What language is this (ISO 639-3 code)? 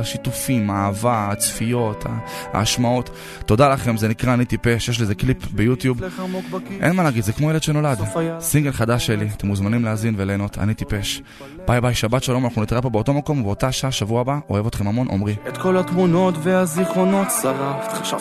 heb